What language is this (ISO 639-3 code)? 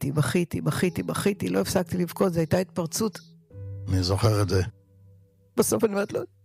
heb